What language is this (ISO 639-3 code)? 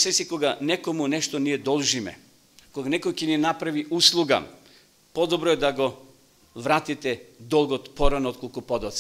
mkd